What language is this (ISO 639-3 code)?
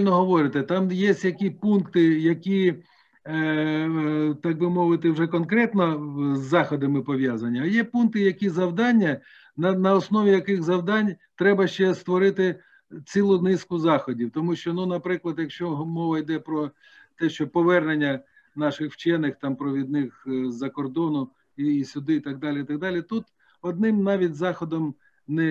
ukr